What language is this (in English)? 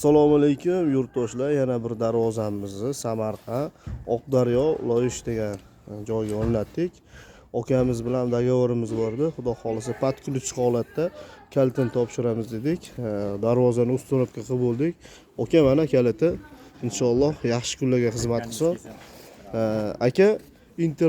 Uzbek